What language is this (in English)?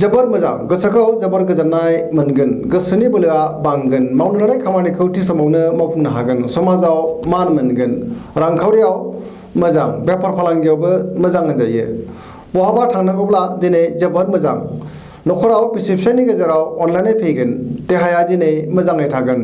Bodo